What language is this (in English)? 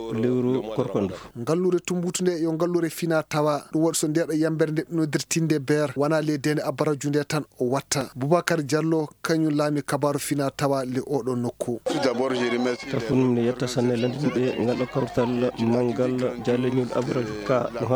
Fula